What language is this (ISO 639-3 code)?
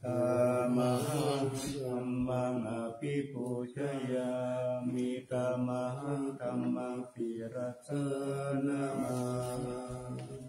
pli